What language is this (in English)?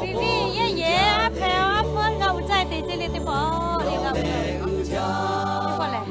Lahu